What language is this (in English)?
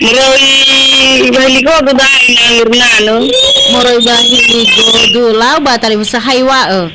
Nias